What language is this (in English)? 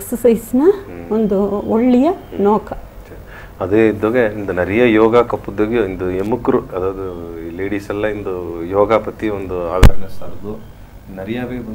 Badaga